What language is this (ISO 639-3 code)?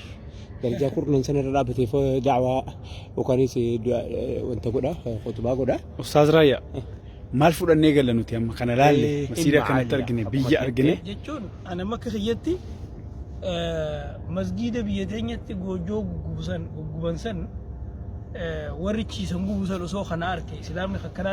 orm